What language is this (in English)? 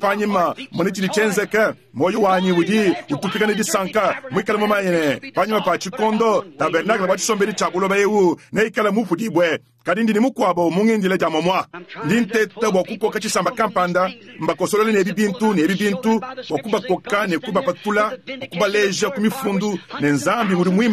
Luba-Lulua